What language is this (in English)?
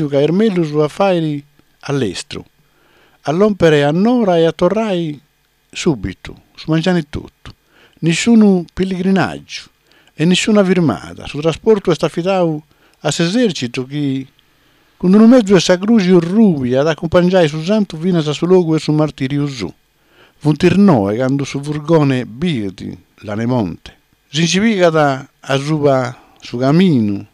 Sardinian